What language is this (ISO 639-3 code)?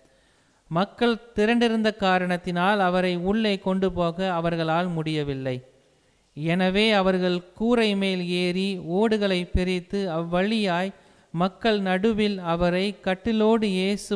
tam